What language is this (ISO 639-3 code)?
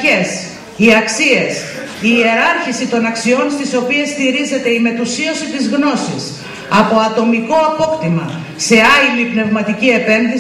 ell